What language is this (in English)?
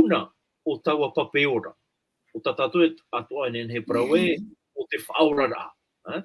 Tahitian